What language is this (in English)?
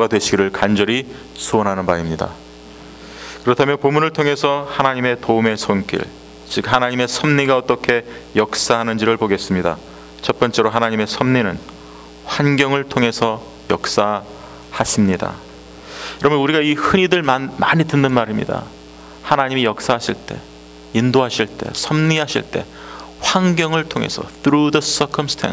Korean